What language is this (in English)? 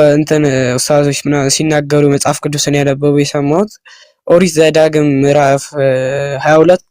Amharic